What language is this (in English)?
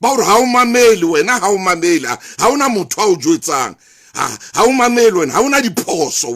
Southern Sotho